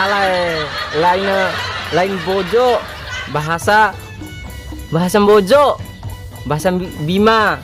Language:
Betawi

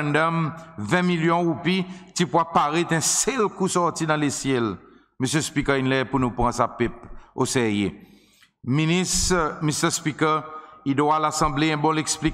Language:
Seselwa Creole French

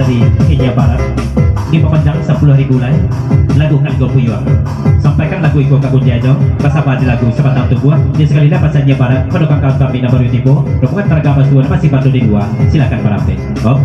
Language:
Minangkabau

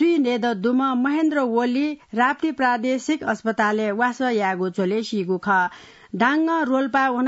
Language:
Newari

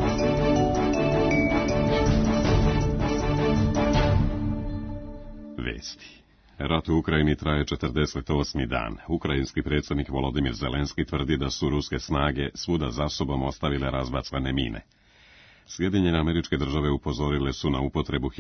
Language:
Serbian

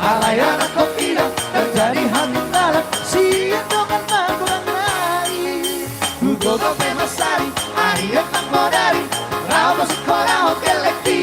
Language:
Batak Toba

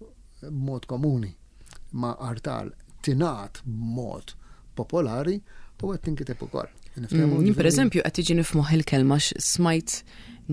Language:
Maltese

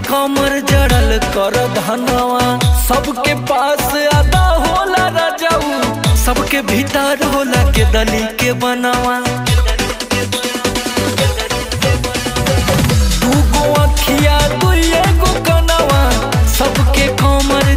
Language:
Bhojpuri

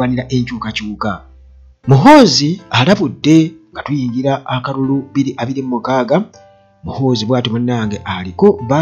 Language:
Ganda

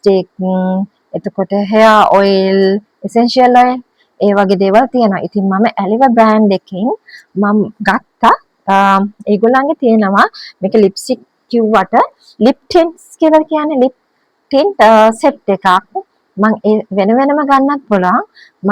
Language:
Sinhala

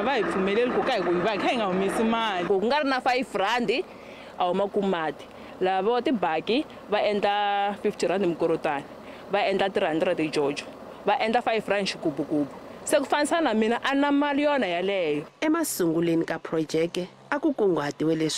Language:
Tsonga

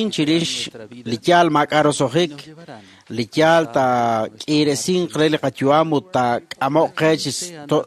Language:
Kekchí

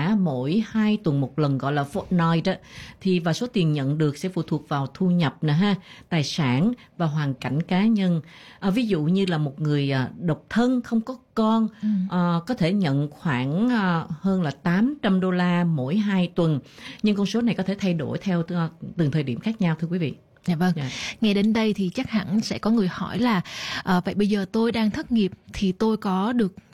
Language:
Vietnamese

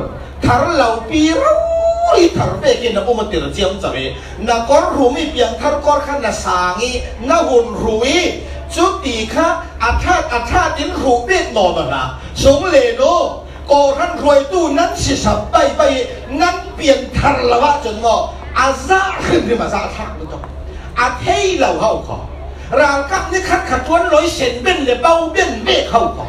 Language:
Falam Chin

